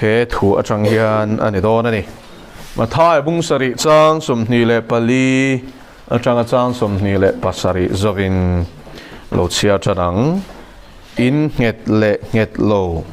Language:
Mizo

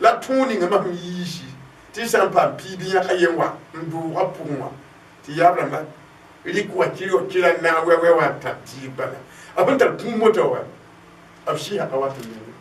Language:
Mossi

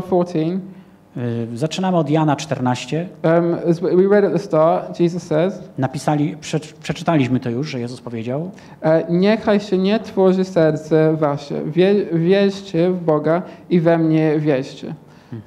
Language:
Polish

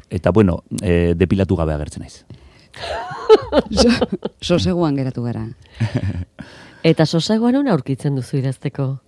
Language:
Basque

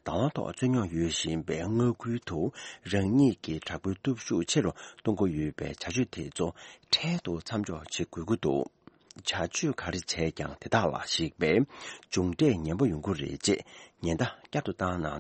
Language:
Tibetan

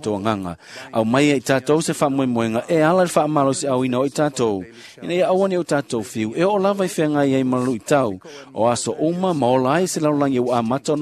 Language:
Samoan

